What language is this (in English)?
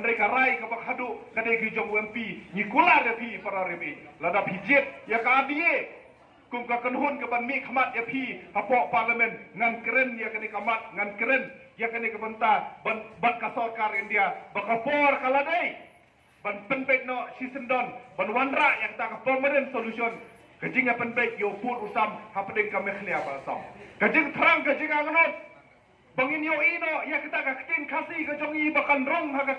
Khasi